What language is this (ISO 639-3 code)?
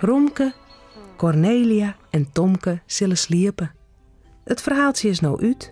fry